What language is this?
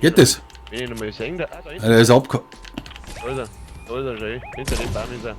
Bavarian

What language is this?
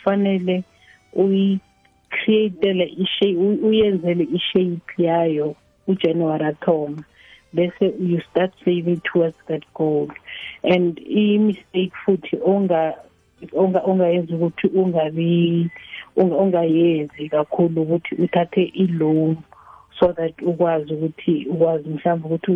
South Ndebele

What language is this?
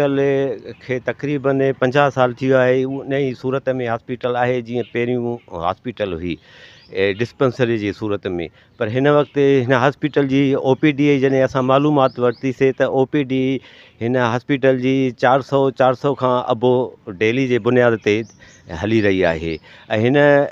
Sindhi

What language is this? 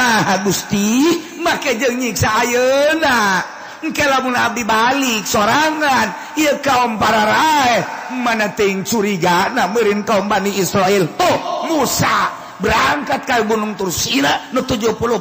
Sundanese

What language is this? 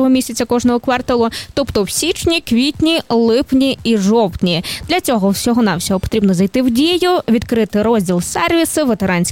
Ukrainian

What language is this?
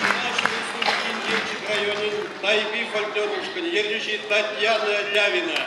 Chuvash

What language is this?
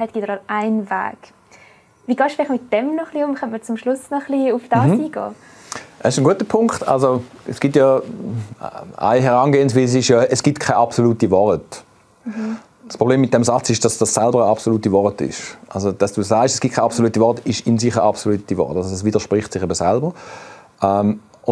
Swiss German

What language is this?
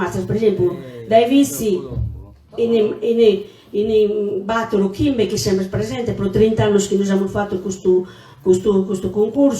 Sardinian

